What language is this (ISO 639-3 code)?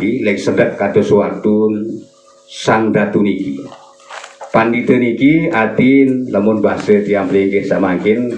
sas